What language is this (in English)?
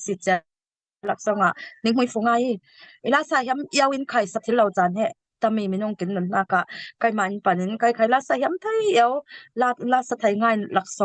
Falam Chin